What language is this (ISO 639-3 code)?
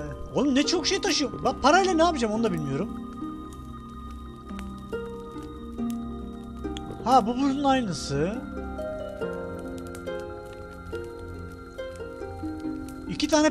tur